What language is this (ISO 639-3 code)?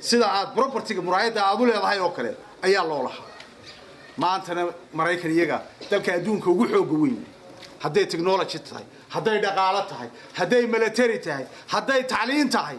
som